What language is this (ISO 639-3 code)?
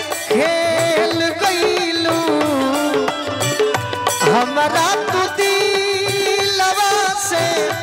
bho